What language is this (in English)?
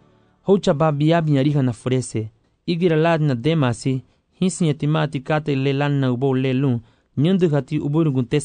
Garifuna